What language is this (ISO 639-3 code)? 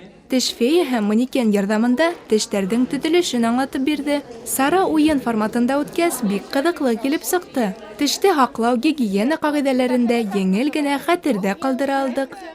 bak